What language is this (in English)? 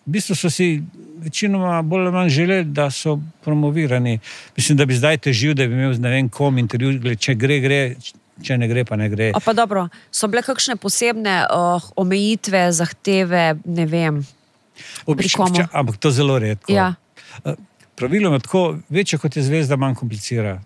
Slovenian